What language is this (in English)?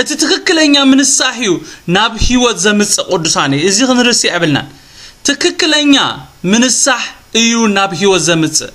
Tigrinya